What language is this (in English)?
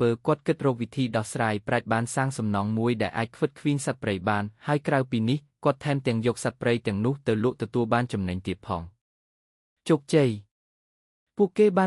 Khmer